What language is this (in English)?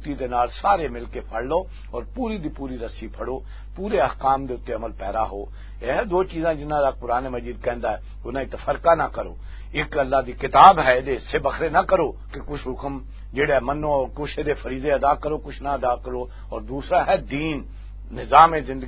Western Panjabi